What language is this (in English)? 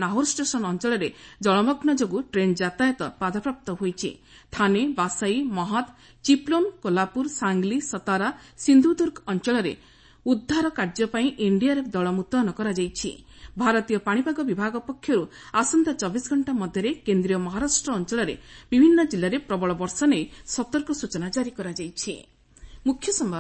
Odia